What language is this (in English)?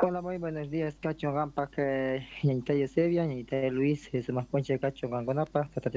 South Bolivian Quechua